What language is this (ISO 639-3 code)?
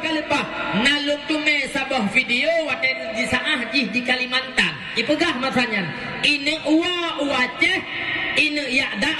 ace